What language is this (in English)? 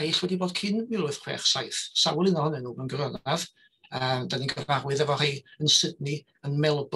Welsh